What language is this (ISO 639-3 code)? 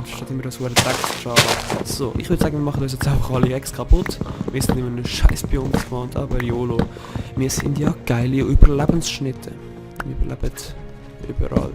gsw